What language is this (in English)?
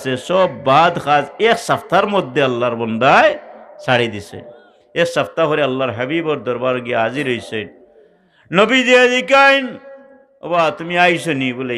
Sylheti